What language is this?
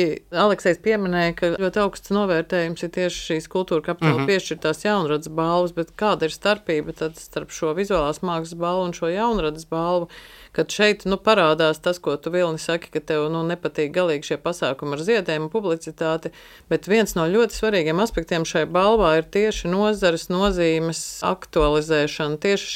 Latvian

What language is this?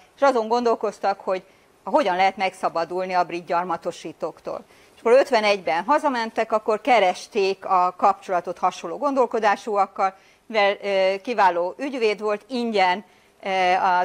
Hungarian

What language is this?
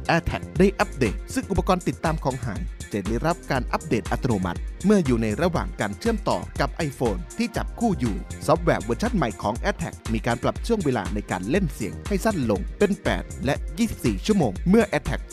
Thai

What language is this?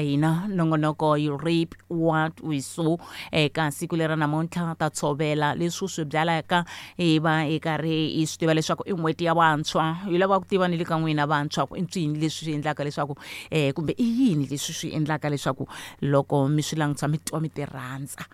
Tsonga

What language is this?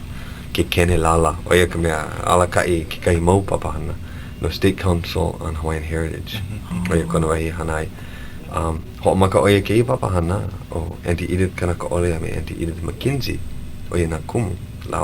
Hawaiian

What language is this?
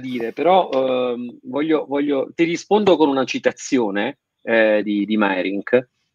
Italian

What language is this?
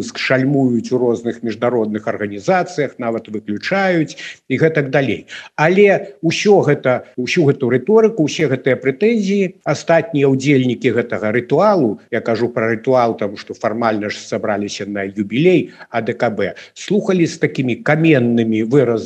Belarusian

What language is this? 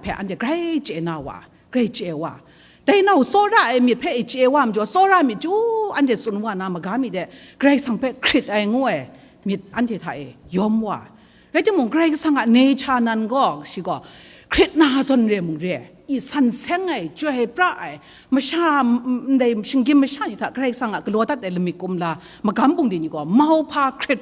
Kachin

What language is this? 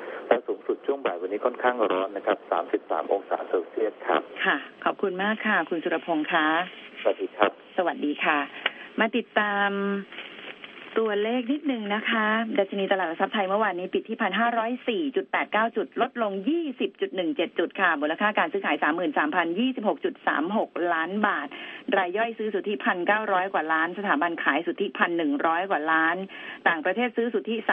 Thai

